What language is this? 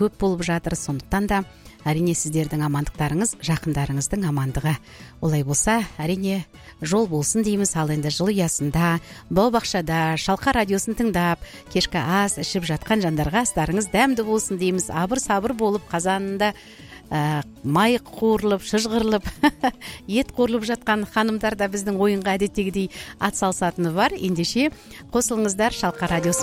Kazakh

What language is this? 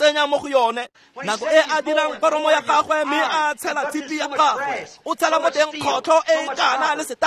Tswana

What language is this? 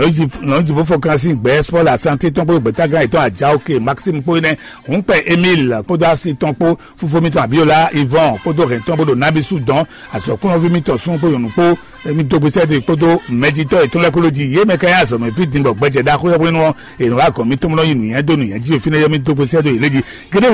Fon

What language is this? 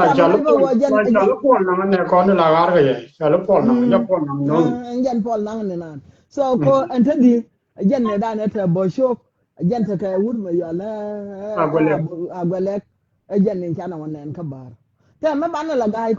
Nuer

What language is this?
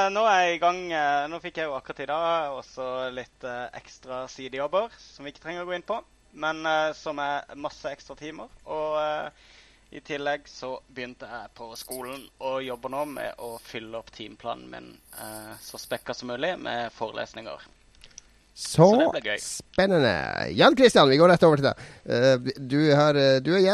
Norwegian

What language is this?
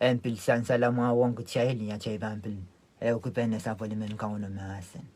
Pohnpeian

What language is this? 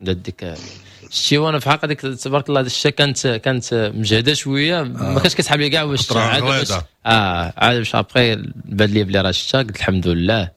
Moroccan Arabic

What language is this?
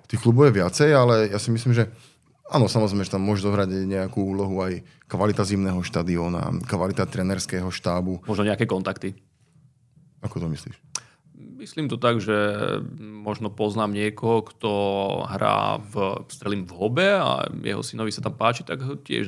Slovak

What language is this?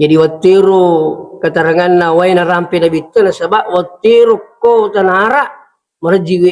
Buginese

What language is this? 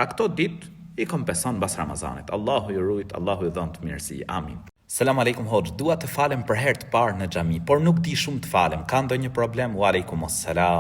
Albanian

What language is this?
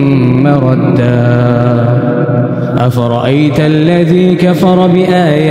Arabic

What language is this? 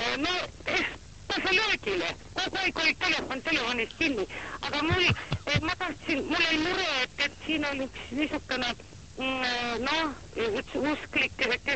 Estonian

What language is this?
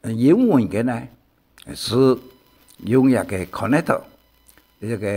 Hakka Chinese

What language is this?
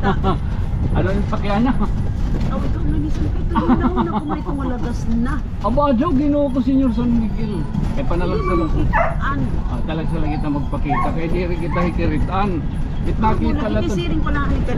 Waray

